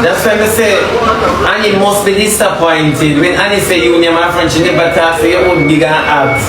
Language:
Jamaican Creole English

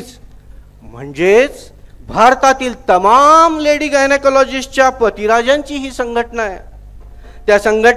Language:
Marathi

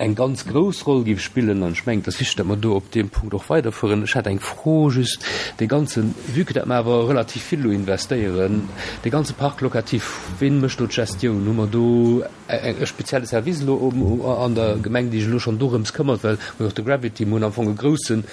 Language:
Luxembourgish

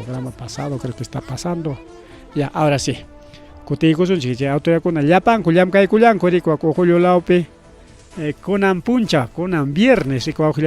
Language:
Ayacucho Quechua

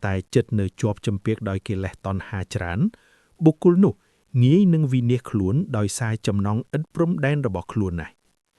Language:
Khmer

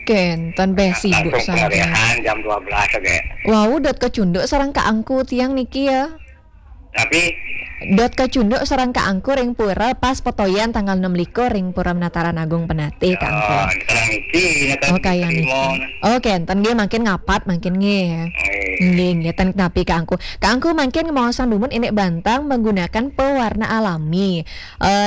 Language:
Balinese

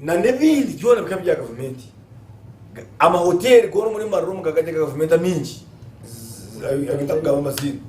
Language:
Nyankole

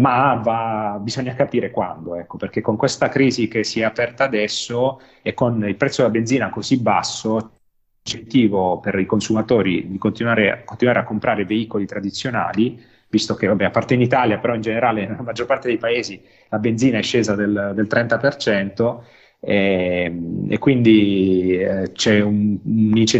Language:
Italian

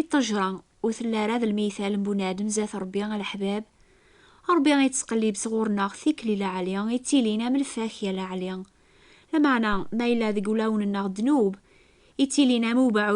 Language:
Kabyle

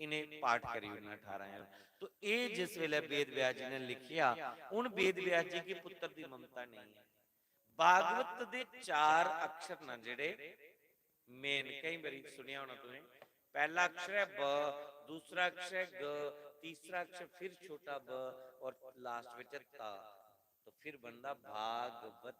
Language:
Dogri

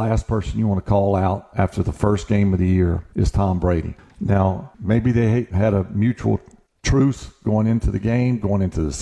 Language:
English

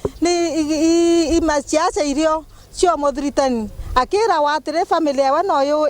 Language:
Meru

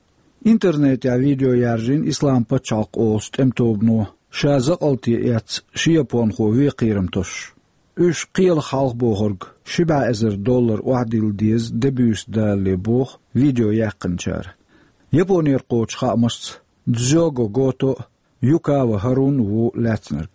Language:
Chechen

